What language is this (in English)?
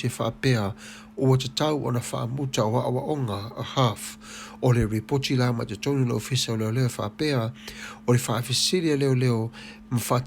Samoan